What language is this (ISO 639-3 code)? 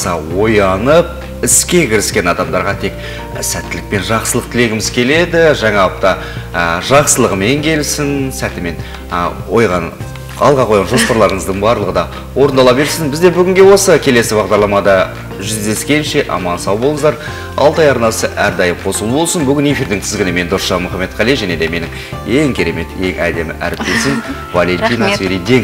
kaz